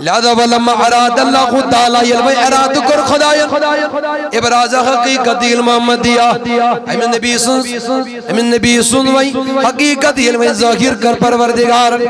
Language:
Kashmiri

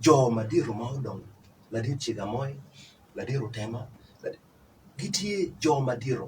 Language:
Acoli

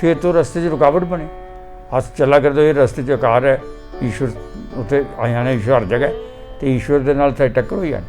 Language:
Dogri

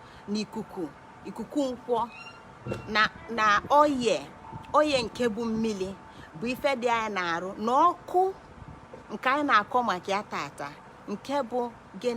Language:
Igbo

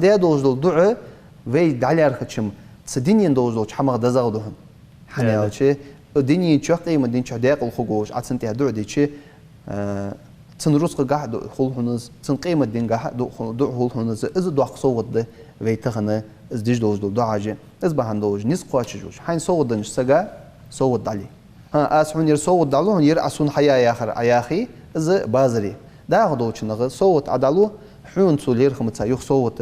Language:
Ingush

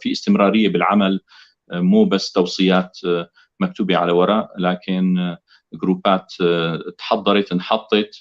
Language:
North Levantine Arabic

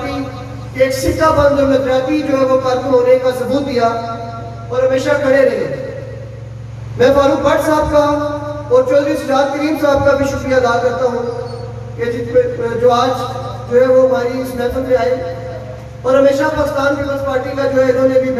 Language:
Urdu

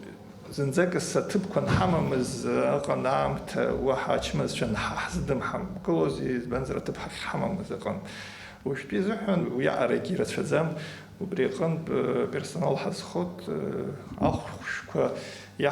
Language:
Abkhazian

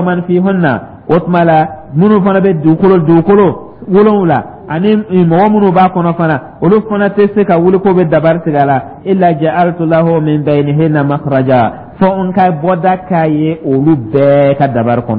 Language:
Dyula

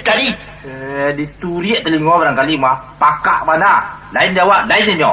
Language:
Minangkabau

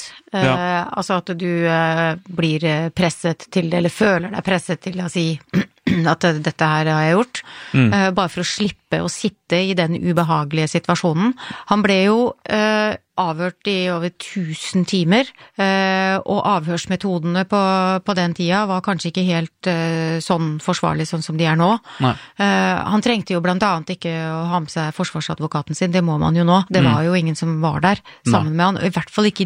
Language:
Norwegian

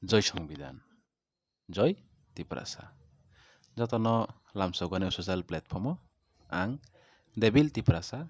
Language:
Kok Borok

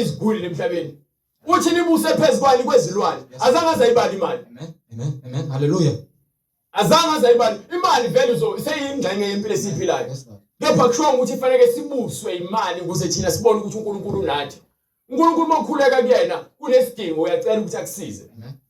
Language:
Zulu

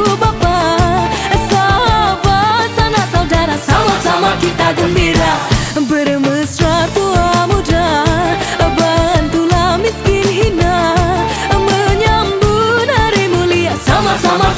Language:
Malay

